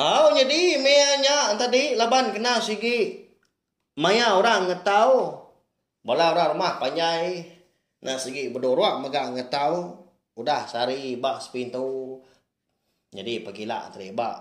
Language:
Iban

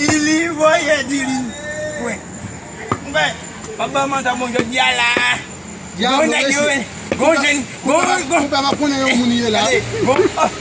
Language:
Haitian Creole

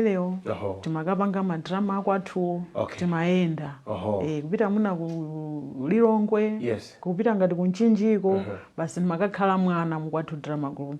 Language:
Nyanja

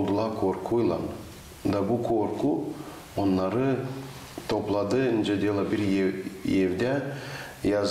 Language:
Gagauz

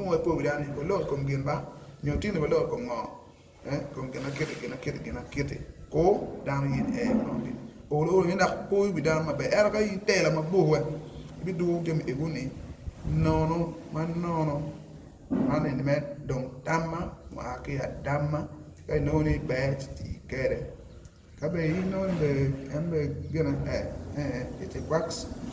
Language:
Acoli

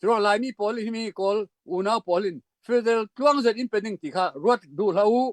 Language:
Hakha Chin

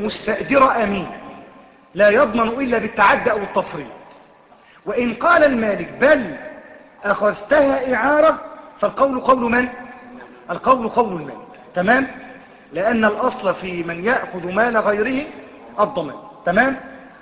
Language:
Arabic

